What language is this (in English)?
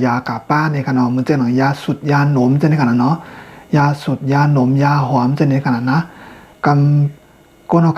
Shan